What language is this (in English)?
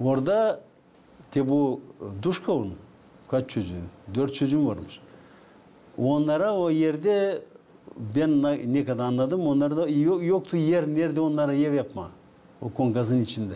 Gagauz